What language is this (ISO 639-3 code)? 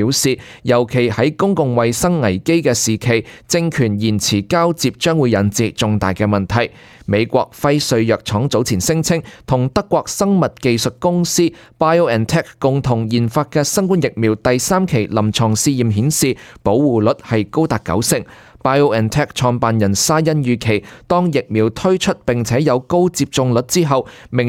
yue